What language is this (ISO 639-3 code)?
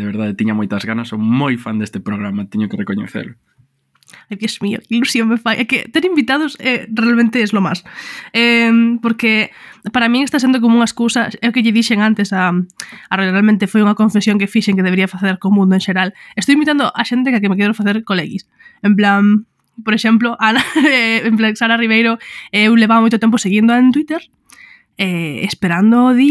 glg